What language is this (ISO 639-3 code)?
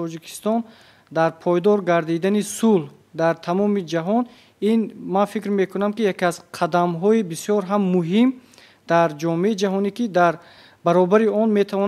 tgk